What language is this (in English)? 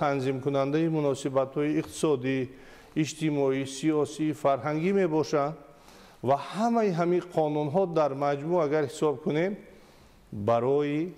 Tajik